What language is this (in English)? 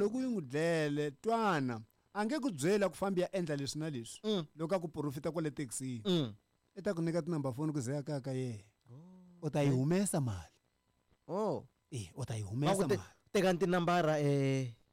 Tsonga